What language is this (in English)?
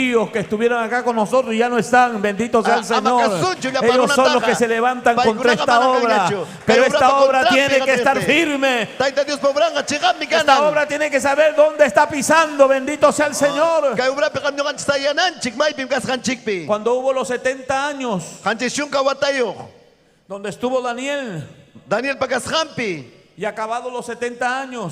Ayacucho Quechua